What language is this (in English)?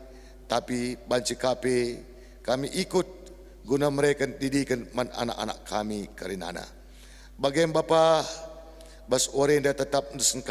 Batak Karo